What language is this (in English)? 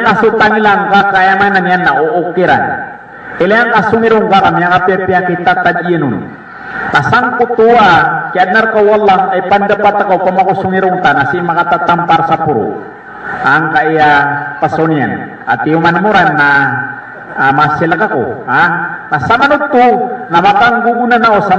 Maranao